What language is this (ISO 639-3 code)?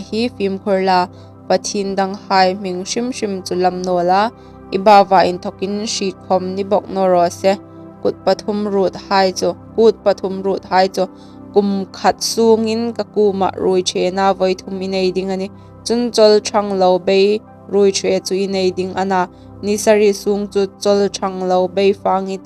hmr